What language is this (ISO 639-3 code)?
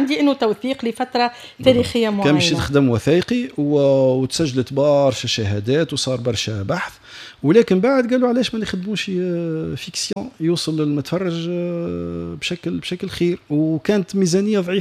aeb